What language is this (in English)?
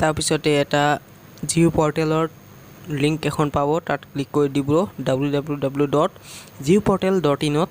Assamese